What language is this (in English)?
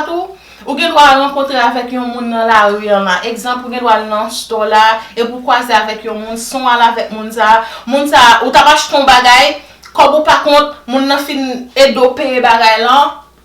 Haitian Creole